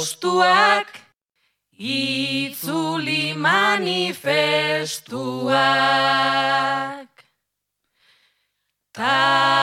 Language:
Basque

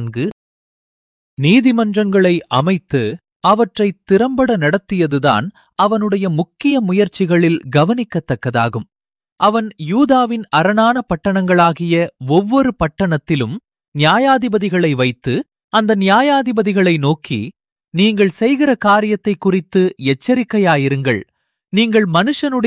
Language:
Tamil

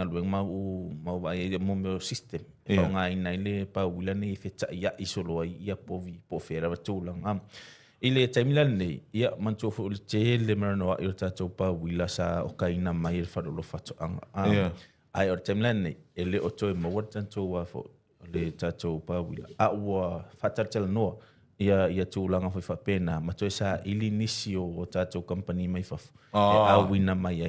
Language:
Samoan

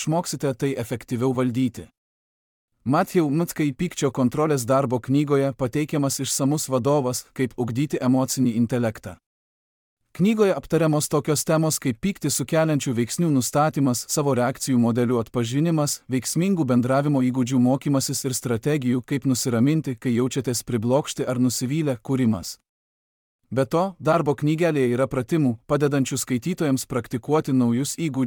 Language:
Lithuanian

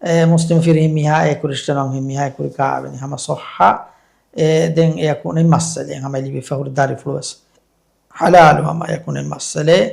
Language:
Divehi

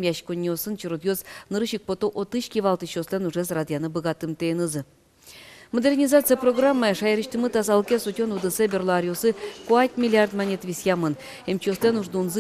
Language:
Udmurt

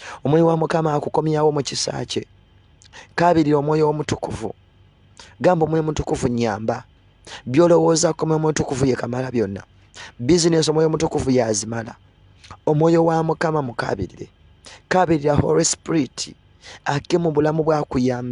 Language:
Ganda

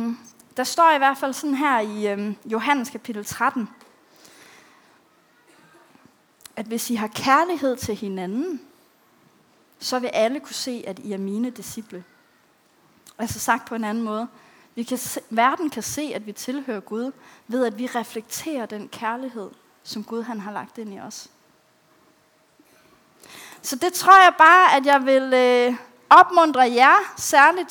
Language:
Danish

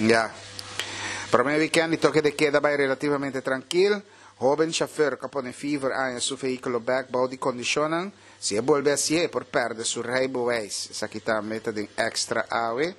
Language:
Papiamento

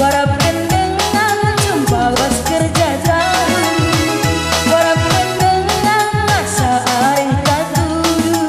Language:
Batak Karo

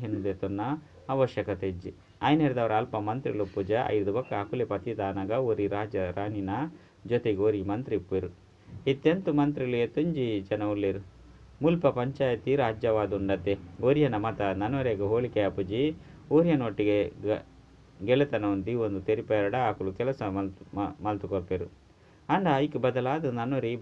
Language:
Tulu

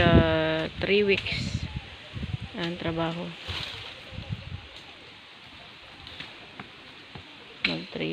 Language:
Filipino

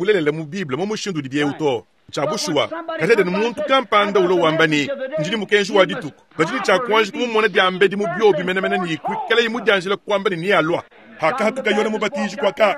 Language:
Luba-Lulua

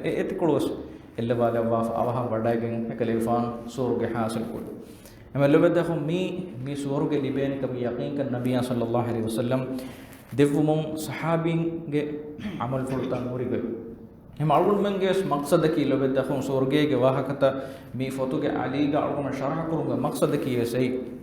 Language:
Divehi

